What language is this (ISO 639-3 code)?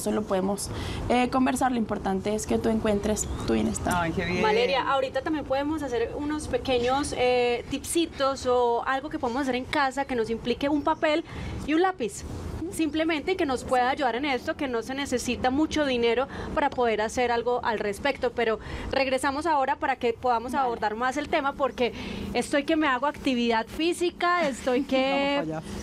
spa